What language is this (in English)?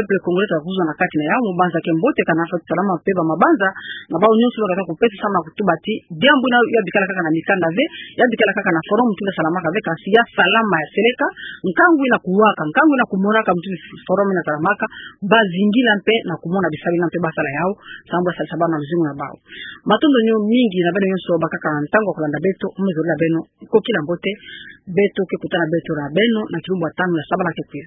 Kituba (Democratic Republic of Congo)